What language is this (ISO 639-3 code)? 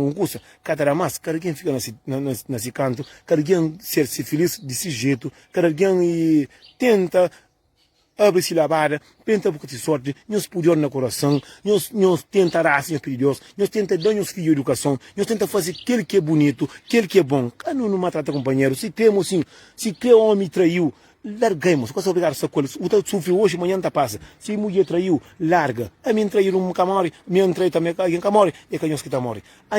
kea